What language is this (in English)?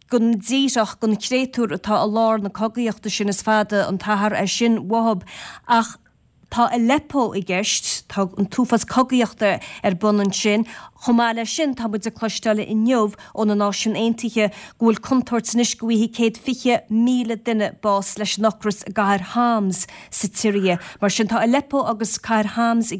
Irish